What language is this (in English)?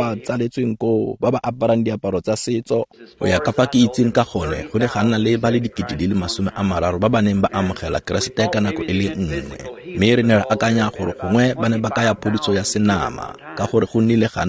Tswana